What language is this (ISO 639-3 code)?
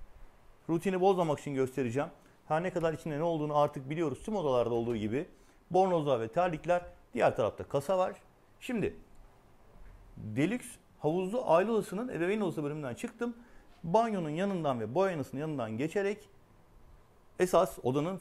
tur